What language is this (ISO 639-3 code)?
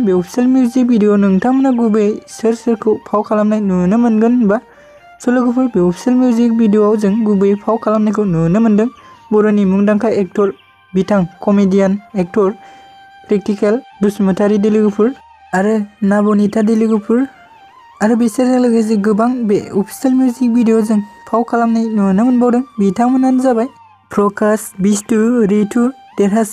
brx